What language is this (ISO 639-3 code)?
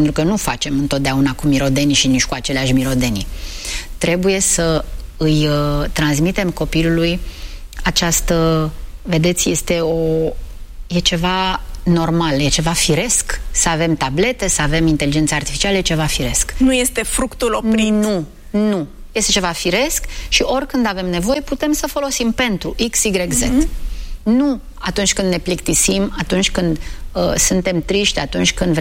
ron